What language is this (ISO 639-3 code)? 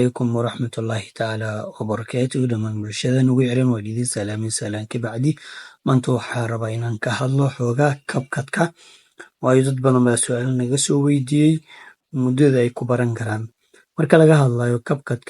som